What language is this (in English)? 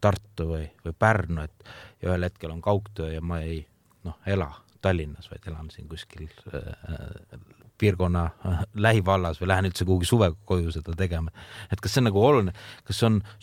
Estonian